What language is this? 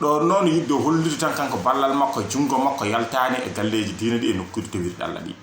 Fula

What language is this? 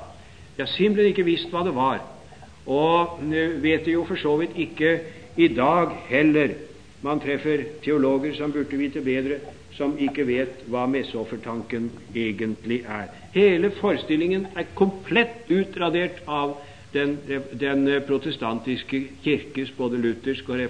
Norwegian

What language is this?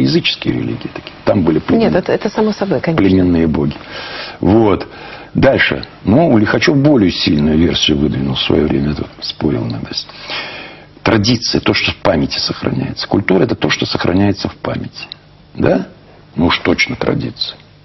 Russian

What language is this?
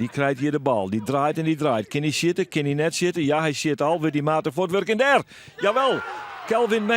Western Frisian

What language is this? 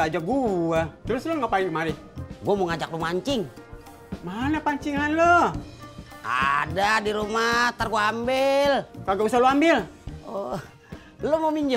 Betawi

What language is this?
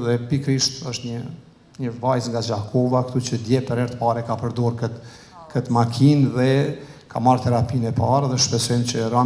Albanian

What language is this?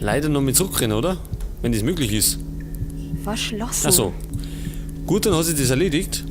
Bavarian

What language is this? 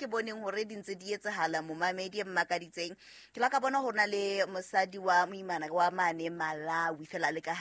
Southern Sotho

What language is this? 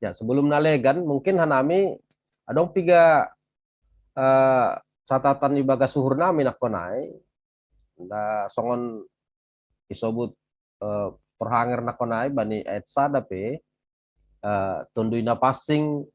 Batak Simalungun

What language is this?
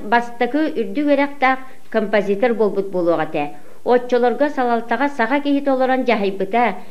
Yakut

